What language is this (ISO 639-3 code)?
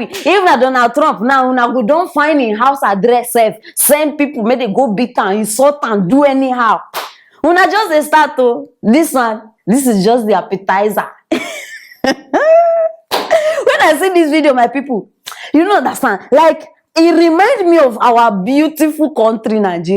pcm